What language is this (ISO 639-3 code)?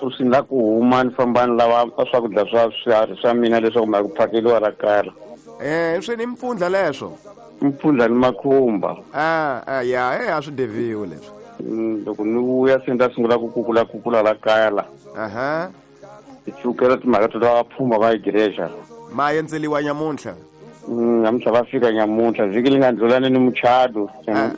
tso